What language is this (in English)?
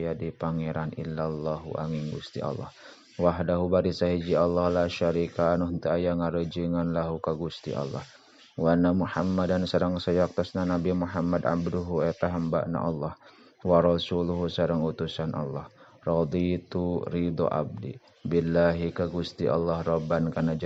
Sundanese